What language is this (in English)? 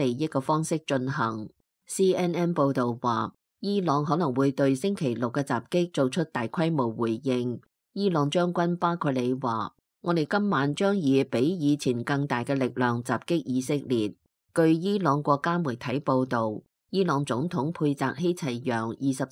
Cantonese